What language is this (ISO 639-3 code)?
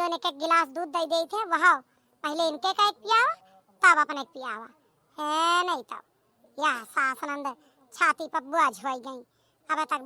awa